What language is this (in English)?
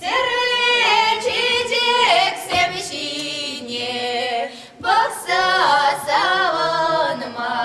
Chuvash